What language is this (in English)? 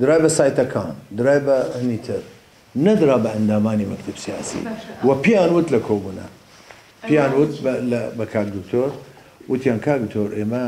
Central Kurdish